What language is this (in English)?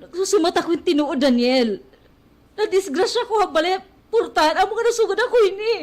Waray